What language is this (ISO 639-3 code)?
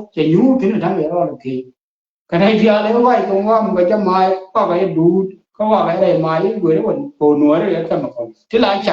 nus